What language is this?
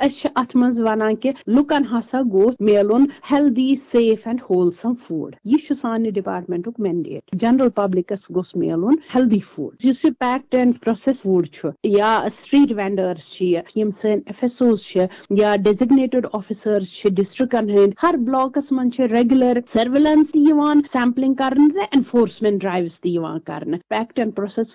Kashmiri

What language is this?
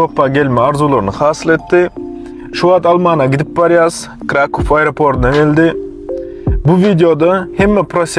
Turkmen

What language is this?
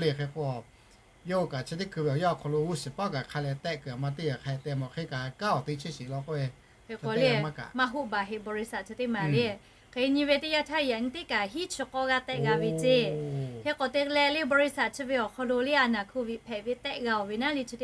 Lahu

